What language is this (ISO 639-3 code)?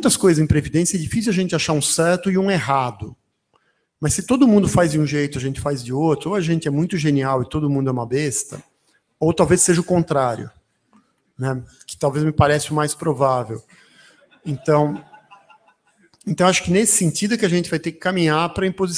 por